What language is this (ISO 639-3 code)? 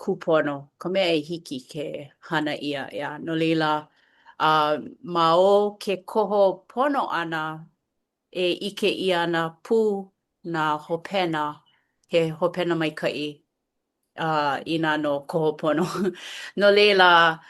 haw